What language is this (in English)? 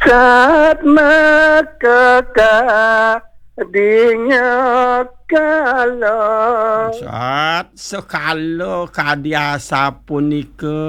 Balinese